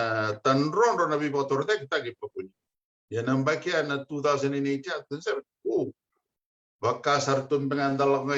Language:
Fijian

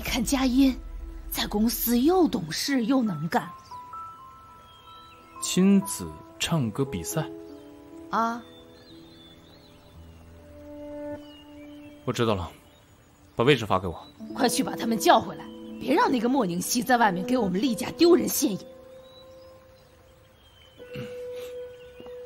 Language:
Chinese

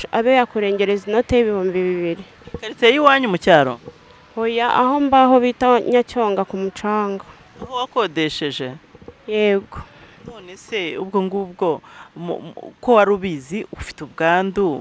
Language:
Kinyarwanda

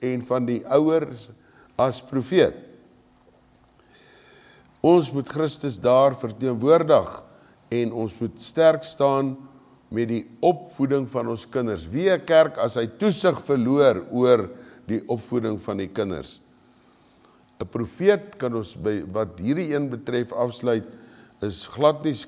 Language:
Afrikaans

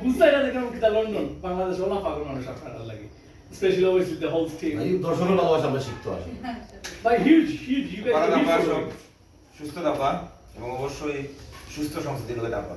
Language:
Sylheti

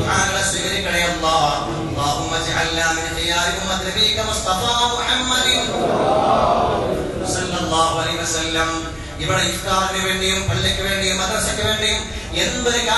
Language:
Malayalam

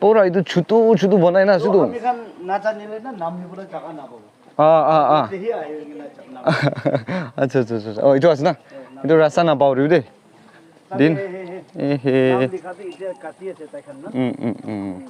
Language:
Naga Pidgin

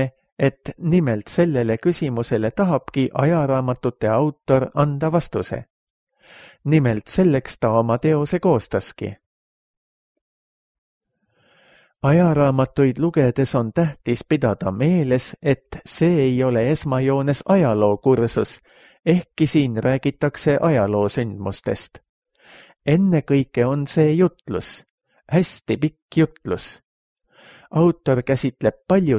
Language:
Estonian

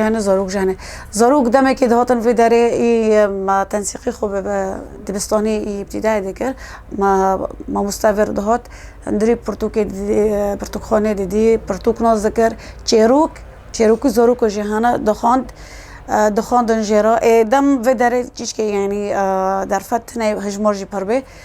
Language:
Kurdish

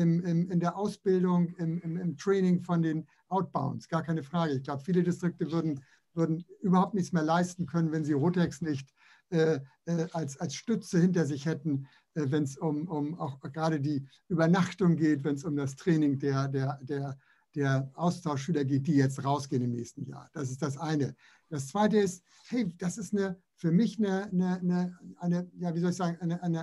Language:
German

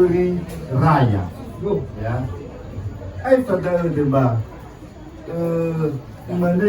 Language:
Nias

